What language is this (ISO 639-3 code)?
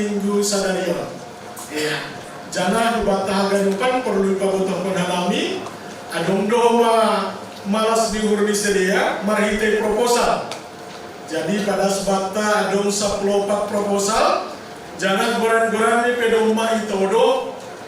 bts